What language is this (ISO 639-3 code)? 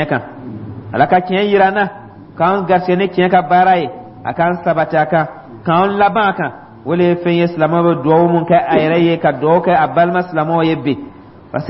dyu